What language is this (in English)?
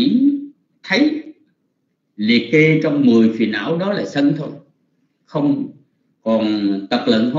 Vietnamese